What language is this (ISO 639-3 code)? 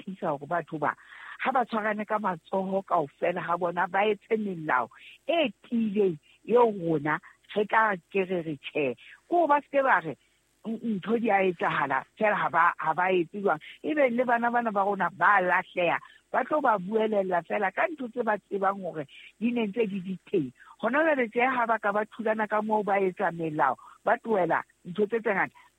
sot